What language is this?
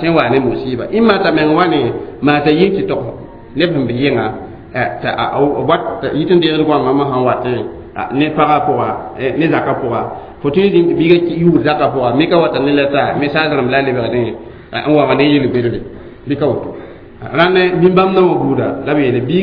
Mossi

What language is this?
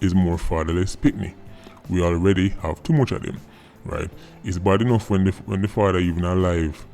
Jamaican Creole English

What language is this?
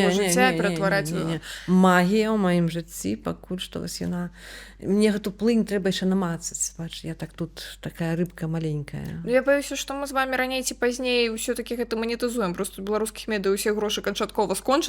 Belarusian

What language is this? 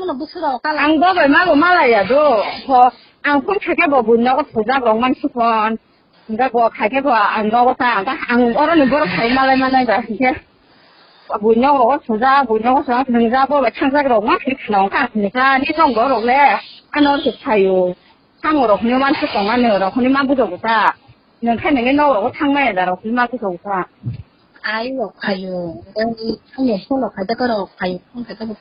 Kok Borok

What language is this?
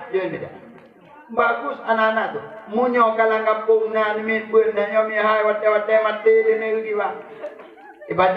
Achinese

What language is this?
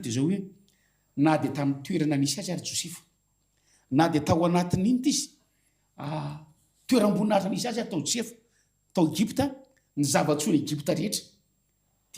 Malagasy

